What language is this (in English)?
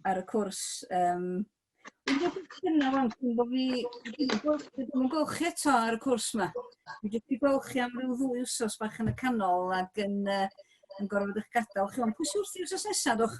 Welsh